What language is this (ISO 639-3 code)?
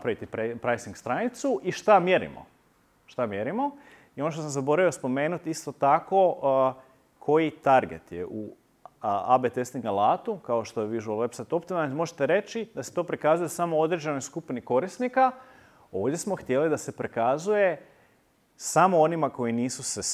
hrv